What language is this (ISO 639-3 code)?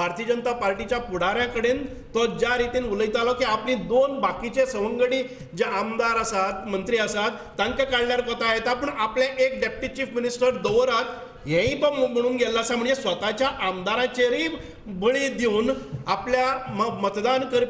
kok